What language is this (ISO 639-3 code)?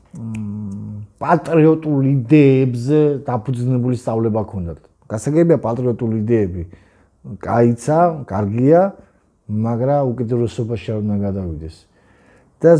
kat